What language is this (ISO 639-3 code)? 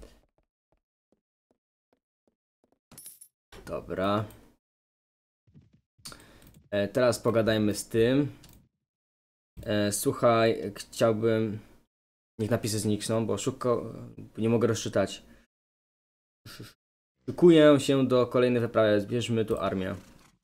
pol